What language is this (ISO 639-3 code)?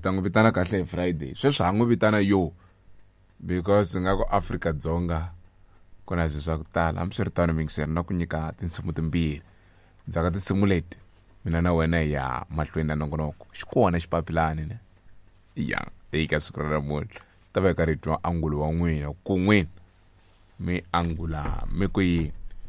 tso